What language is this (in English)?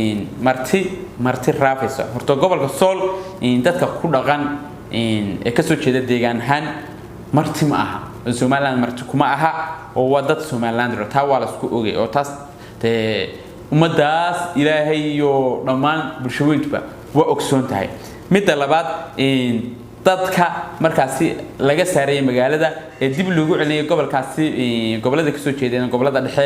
Somali